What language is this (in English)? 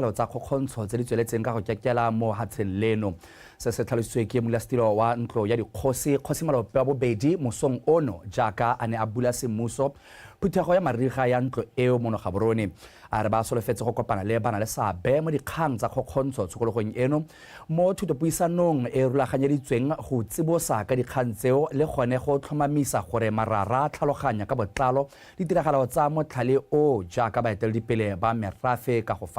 Tswana